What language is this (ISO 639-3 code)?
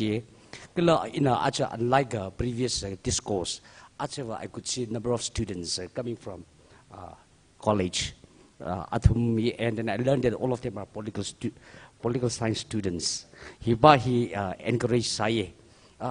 nmf